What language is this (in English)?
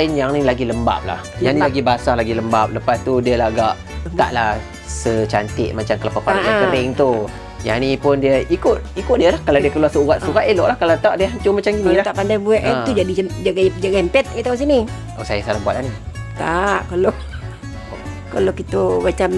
Malay